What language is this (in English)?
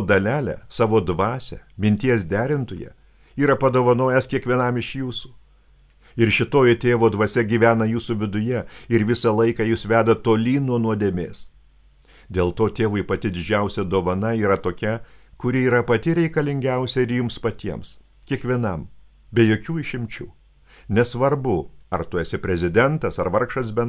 Lithuanian